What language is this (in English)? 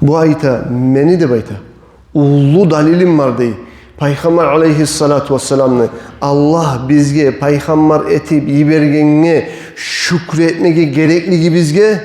Kumyk